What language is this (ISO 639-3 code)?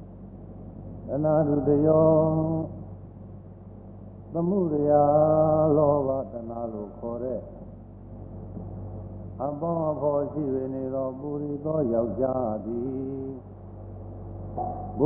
mya